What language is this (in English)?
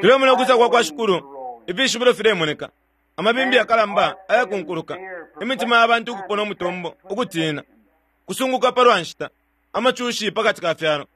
Bemba